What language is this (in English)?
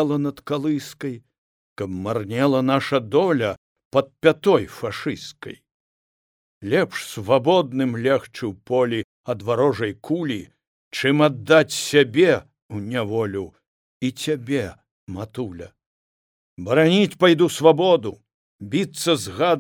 Belarusian